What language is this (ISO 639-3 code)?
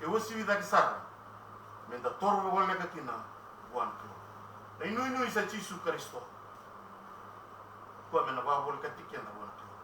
fij